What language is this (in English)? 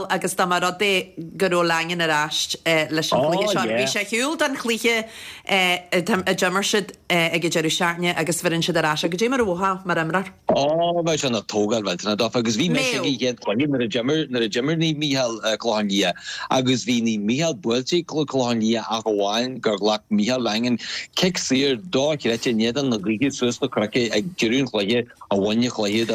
Irish